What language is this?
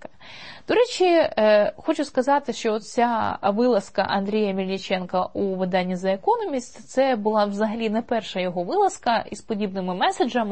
Ukrainian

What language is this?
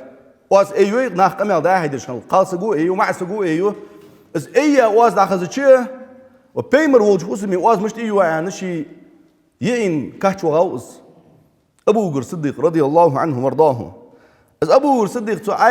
Ingush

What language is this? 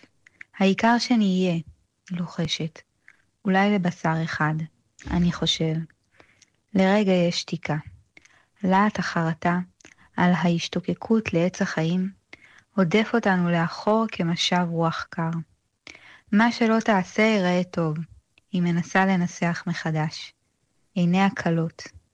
Hebrew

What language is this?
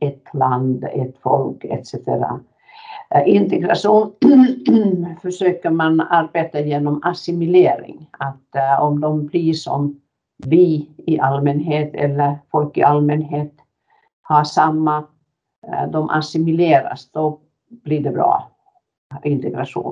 Swedish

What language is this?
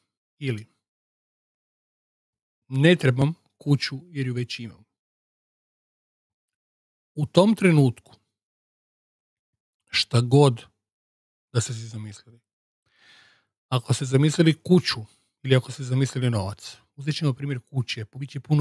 Croatian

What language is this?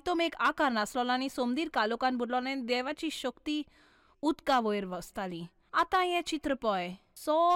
Konkani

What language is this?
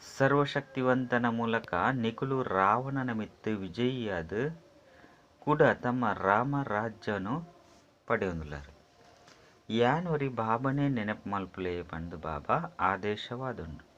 Tulu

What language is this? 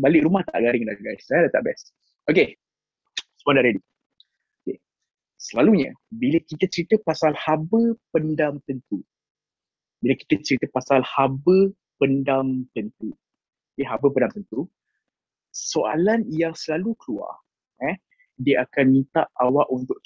Malay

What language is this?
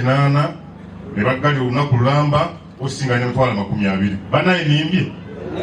Ganda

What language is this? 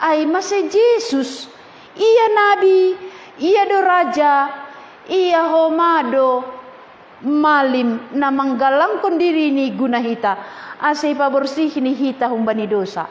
Batak Simalungun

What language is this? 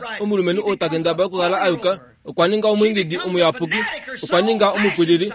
Kuanyama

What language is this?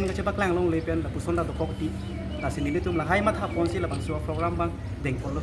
Karbi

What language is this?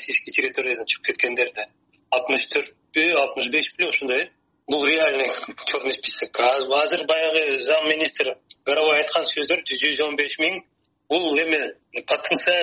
Kyrgyz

